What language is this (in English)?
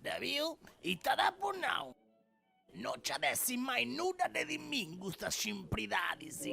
Sardinian